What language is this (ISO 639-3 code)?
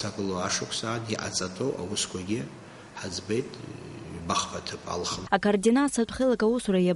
abk